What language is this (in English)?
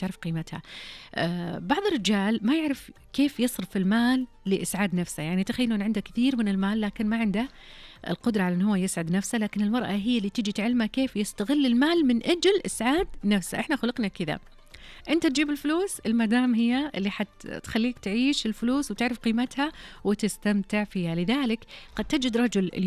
Najdi Arabic